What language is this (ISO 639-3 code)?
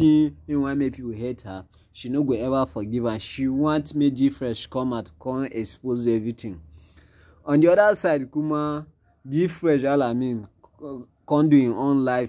pcm